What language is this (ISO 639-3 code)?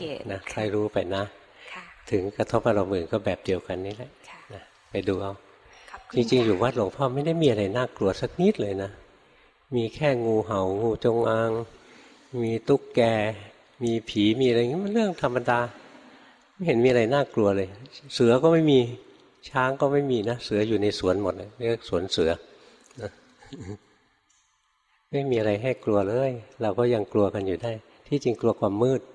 tha